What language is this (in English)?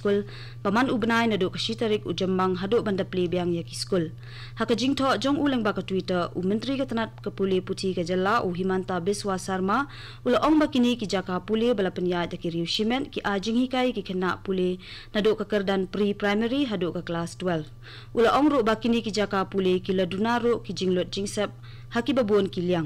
Khasi